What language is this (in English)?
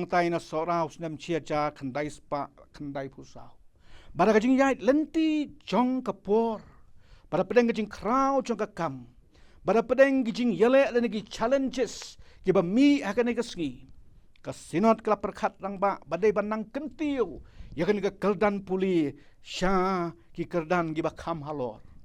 Khasi